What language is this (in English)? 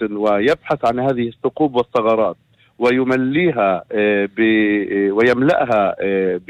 North Levantine Arabic